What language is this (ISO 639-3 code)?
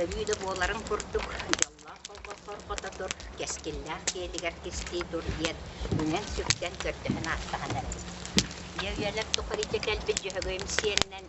sah